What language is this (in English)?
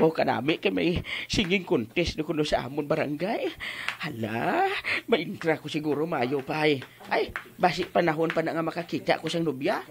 Hiligaynon